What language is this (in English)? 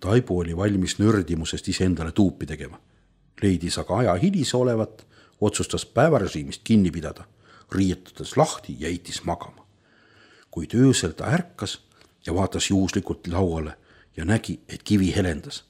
Estonian